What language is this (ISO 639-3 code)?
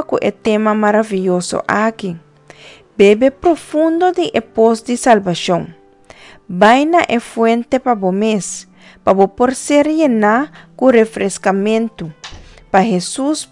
pap